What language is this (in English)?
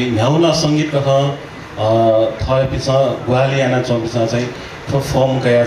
Newari